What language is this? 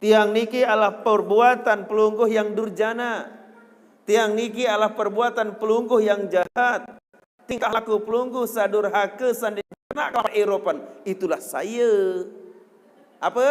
Sasak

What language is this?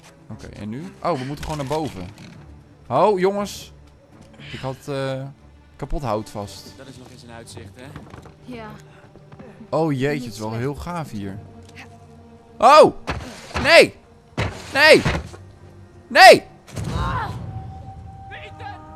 Dutch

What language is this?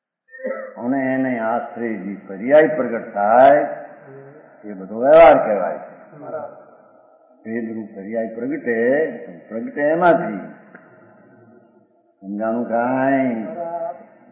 Gujarati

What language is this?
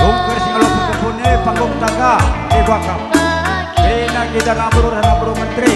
Batak Karo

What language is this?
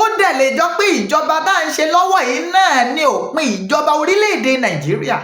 Yoruba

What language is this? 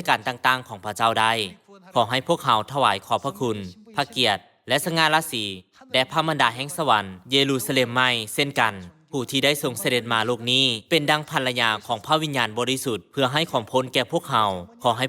Lao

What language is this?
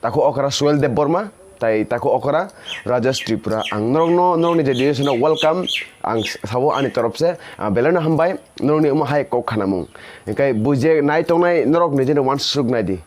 Kok Borok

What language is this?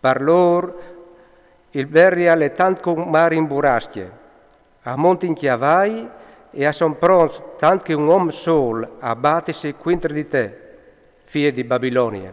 Friulian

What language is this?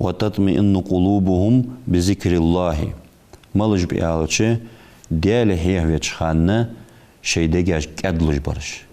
Ingush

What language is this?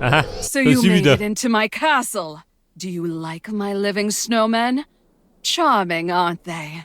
Bavarian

